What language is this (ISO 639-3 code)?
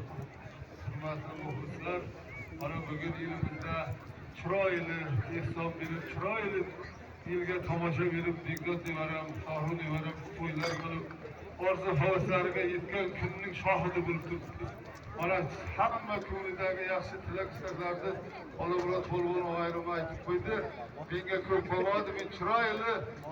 uzb